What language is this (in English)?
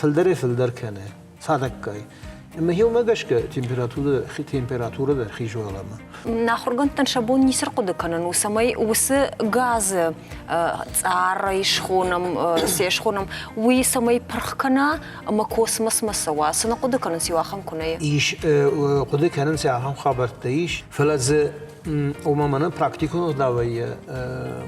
Ossetic